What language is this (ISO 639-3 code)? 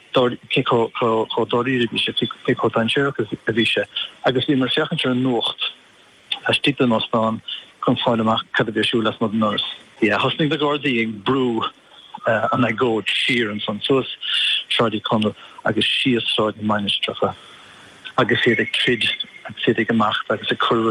gle